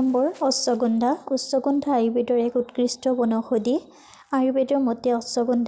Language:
Assamese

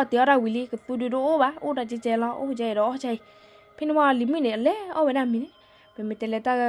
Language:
S'gaw Karen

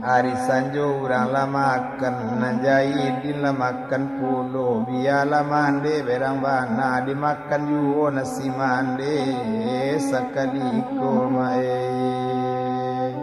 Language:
Minangkabau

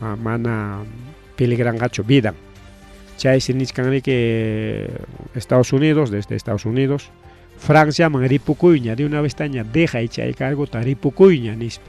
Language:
Ayacucho Quechua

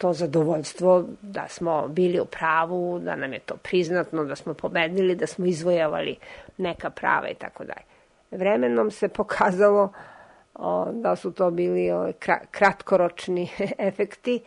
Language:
Serbian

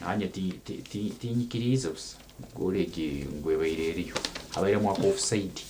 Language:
Nyankole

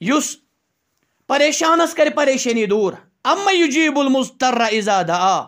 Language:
Kashmiri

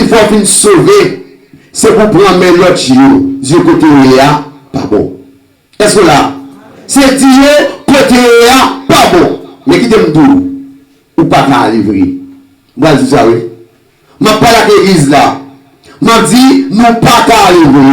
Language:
Haitian Creole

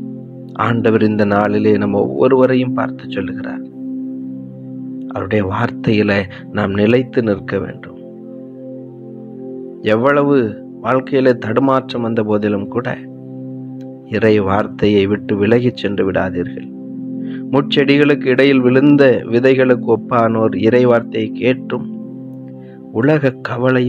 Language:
Tamil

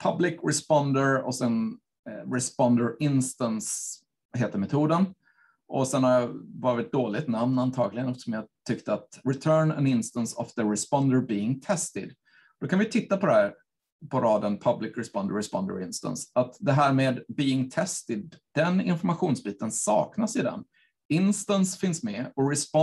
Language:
Swedish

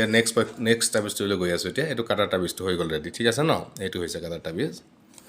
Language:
Assamese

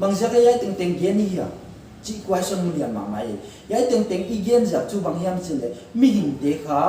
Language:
Paite Chin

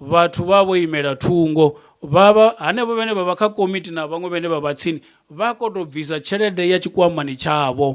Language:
Venda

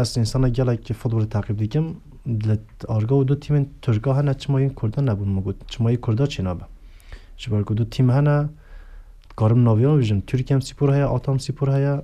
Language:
Kurdish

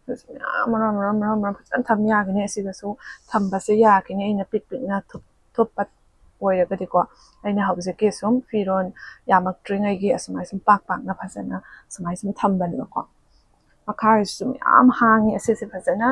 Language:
Manipuri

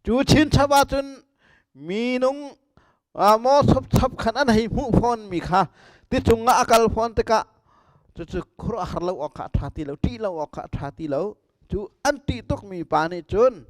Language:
Hakha Chin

